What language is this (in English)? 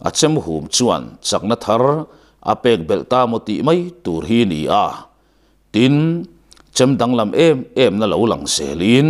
Mizo